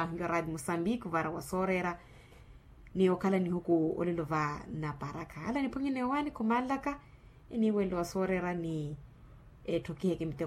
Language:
Makhuwa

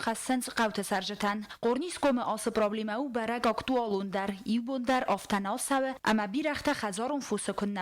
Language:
Ossetic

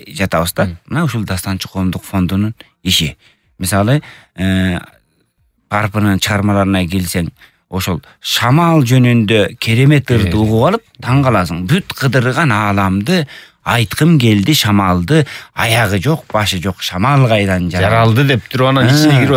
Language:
Kyrgyz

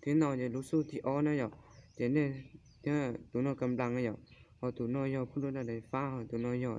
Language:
Hmong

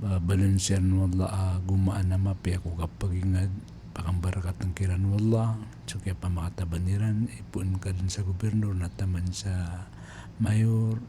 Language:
Maranao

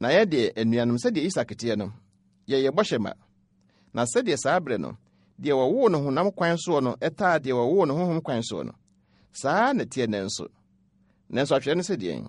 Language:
Akan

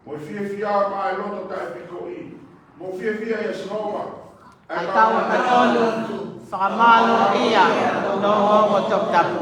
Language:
Tongan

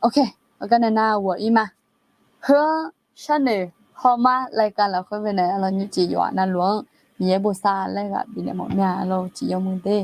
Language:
Akha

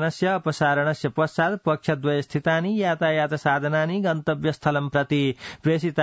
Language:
Sanskrit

